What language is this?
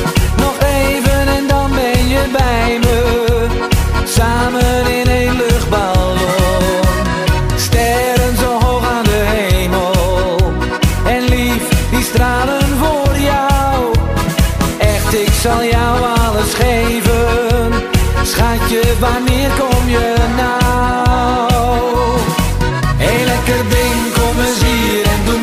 Dutch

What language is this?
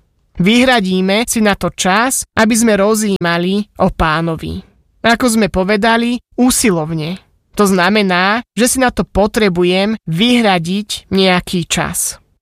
Slovak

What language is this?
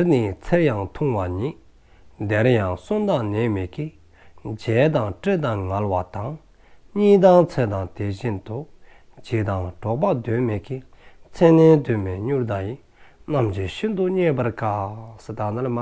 Dzongkha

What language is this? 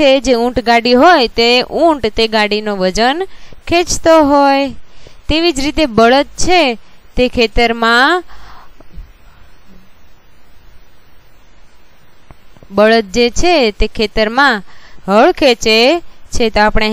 Gujarati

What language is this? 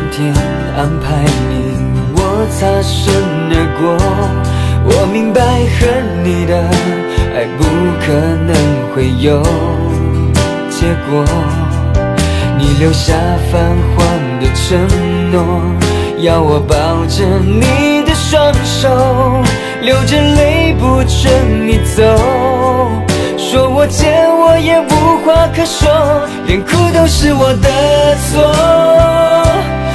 Chinese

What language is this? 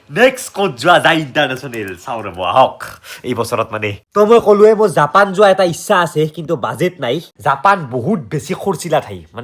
Assamese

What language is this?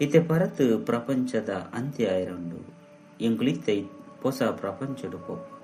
Tulu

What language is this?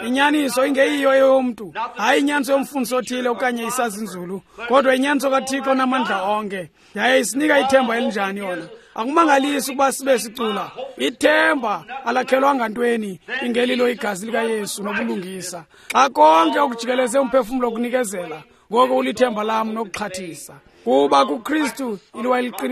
Xhosa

